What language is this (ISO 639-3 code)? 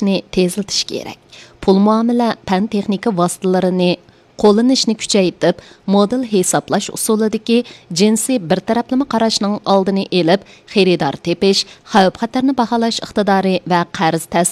uig